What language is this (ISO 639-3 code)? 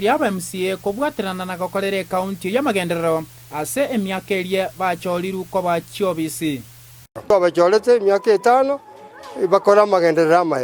guz